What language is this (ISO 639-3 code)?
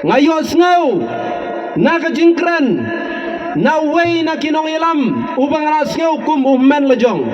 kha